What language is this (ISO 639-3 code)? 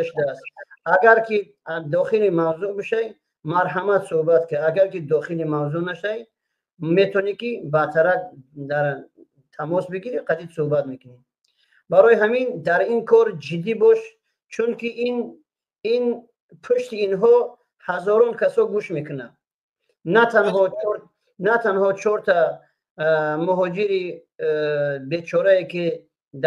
tgk